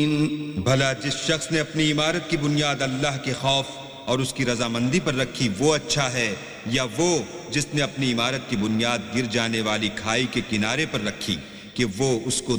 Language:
Urdu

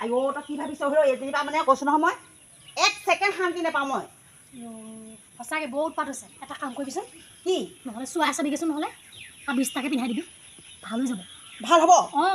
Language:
Assamese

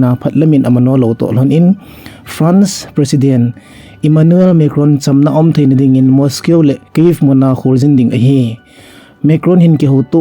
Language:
Thado Chin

